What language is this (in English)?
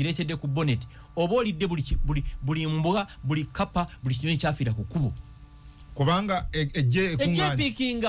Ganda